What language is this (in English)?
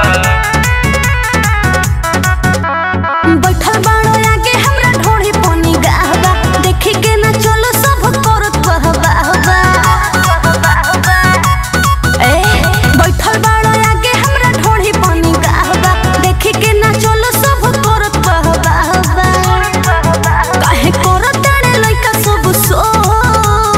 Bhojpuri